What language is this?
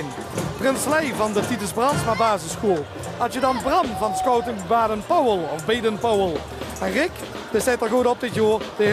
Limburgish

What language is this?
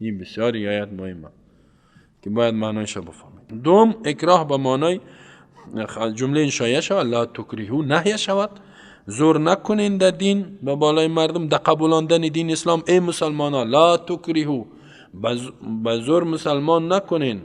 Persian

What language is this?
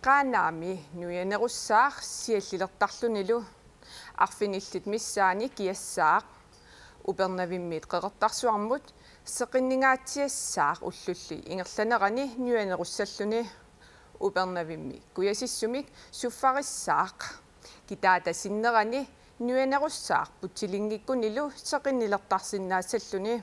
Kalaallisut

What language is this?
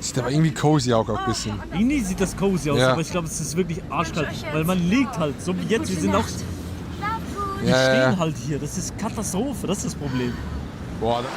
Swiss German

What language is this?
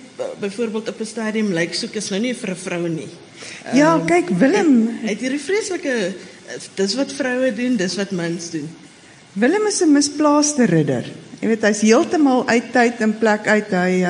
Afrikaans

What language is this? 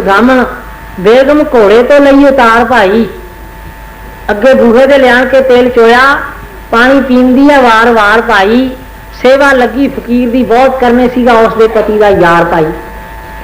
Punjabi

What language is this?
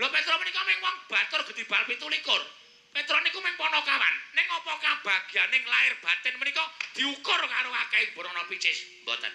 Javanese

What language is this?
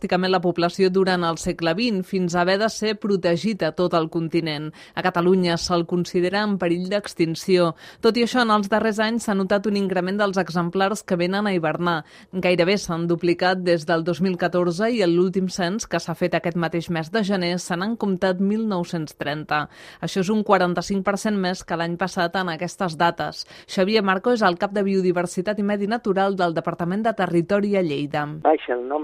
Catalan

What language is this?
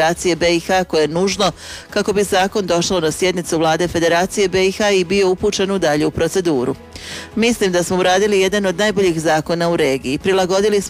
Bosnian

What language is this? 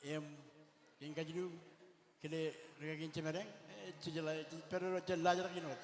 Marshallese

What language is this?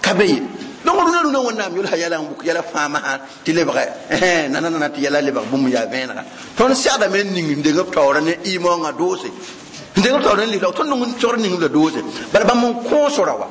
Mossi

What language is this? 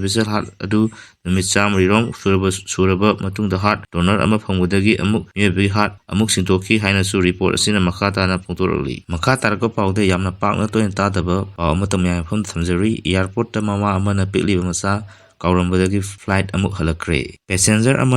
Manipuri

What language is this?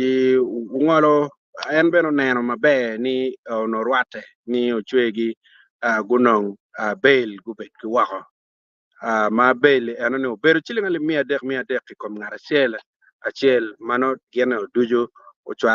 Acoli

